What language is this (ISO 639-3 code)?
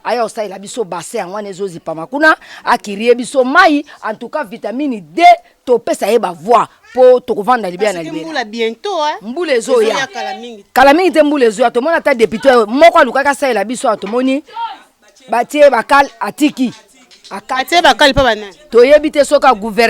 lin